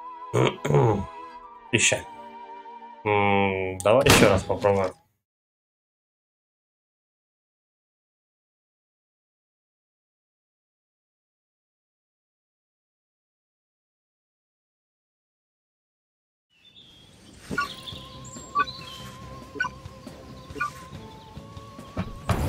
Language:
Russian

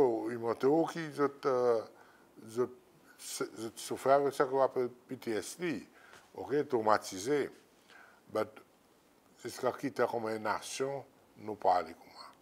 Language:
Seselwa Creole French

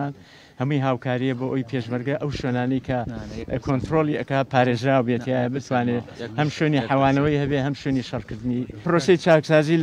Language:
Central Kurdish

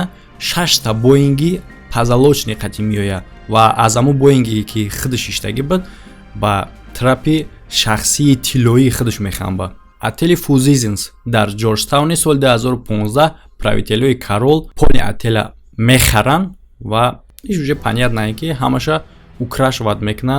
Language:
Tajik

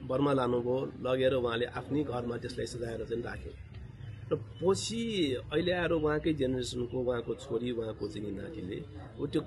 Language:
Nepali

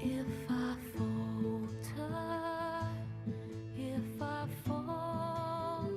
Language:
Bavarian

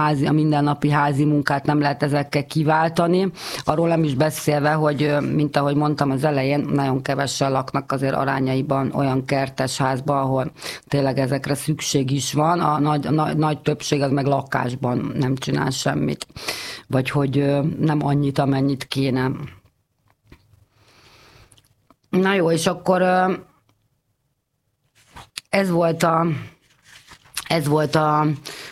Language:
Hungarian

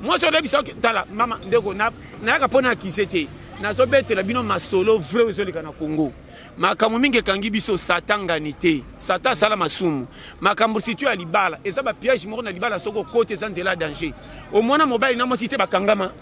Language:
Lingala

